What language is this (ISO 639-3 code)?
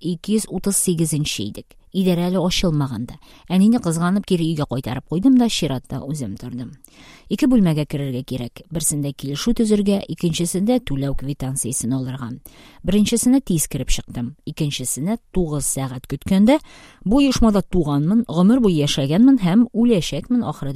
tat